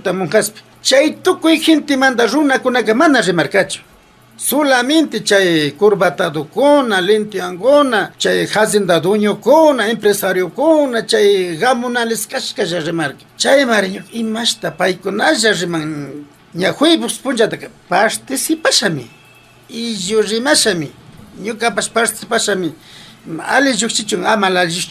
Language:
Imbabura Highland Quichua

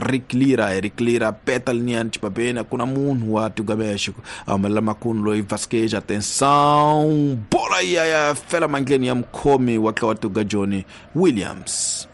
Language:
Tsonga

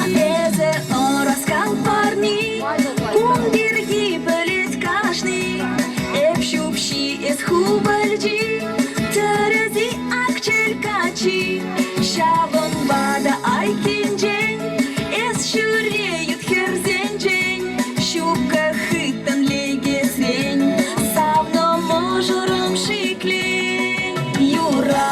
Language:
Chuvash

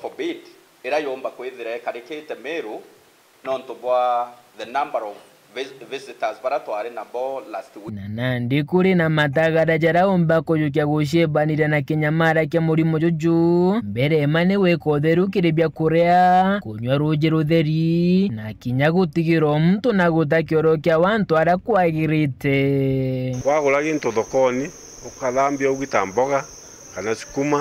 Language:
Meru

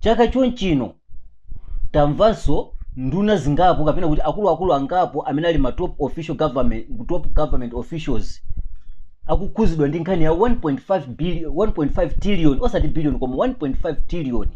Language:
Nyanja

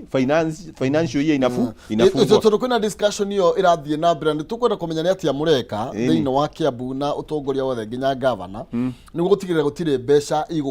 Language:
Kikuyu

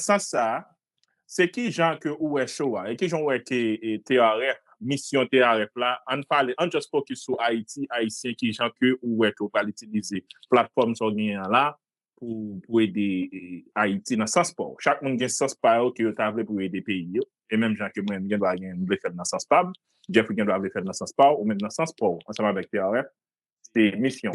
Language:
Haitian Creole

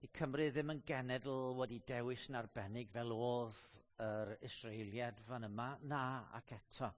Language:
Welsh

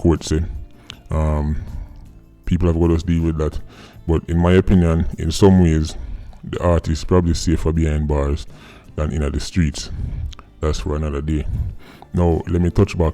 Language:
Jamaican Creole English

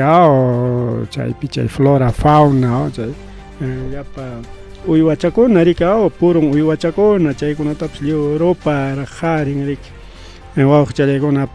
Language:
Ayacucho Quechua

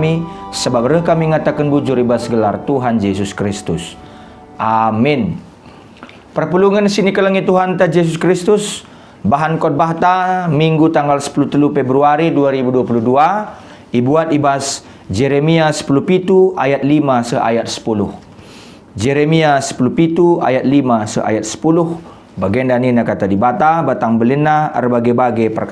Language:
Batak Karo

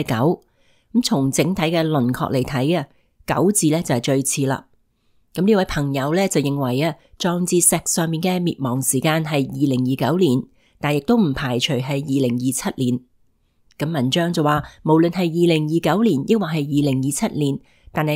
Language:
Cantonese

